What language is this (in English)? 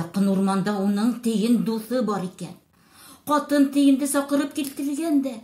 Bashkir